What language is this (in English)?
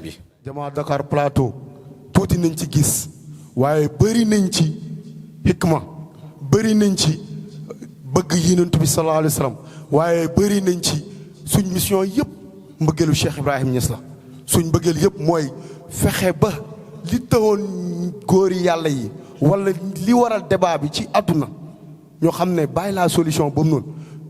Wolof